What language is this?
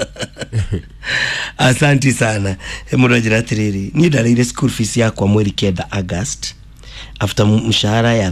Kikuyu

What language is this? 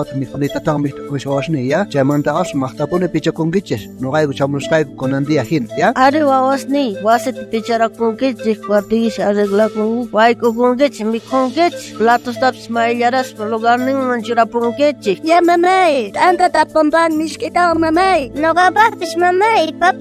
South Bolivian Quechua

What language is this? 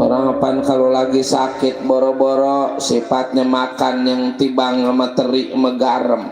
Betawi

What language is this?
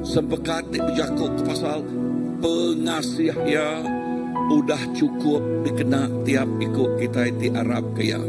Iban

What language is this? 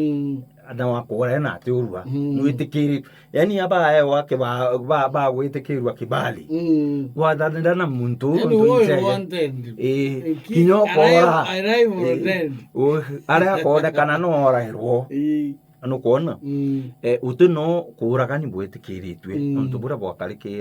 Meru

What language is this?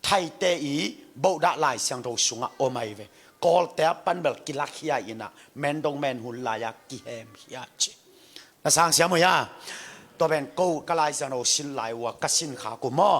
Tedim Chin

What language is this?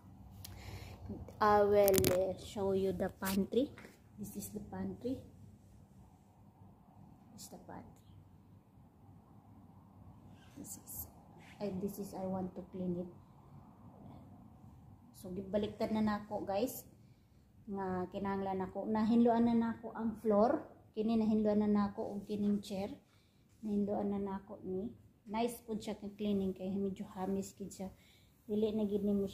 Cebuano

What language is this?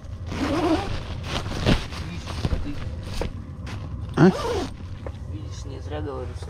Russian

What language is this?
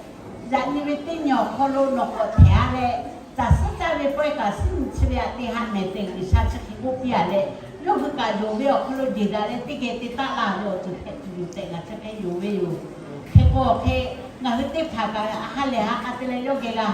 Lahu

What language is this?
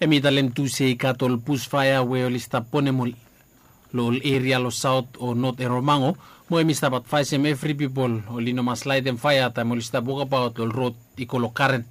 Bislama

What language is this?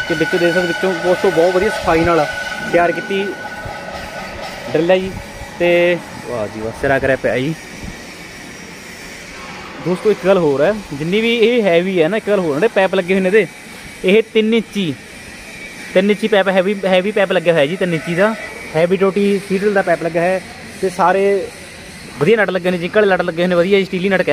Punjabi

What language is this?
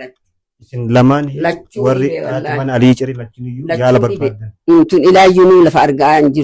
Oromo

